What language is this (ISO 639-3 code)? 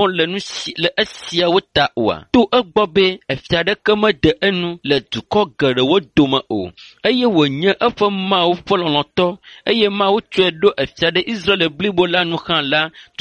ewe